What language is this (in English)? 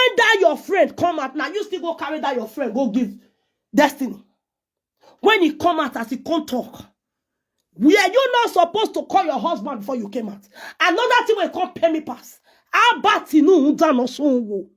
Nigerian Pidgin